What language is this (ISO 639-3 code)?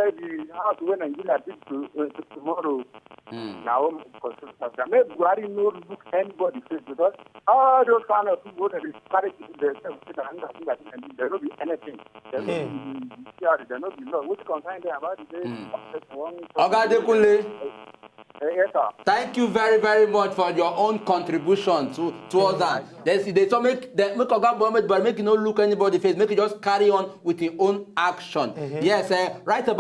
pcm